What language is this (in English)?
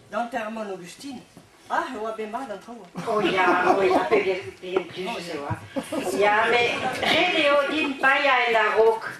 Breton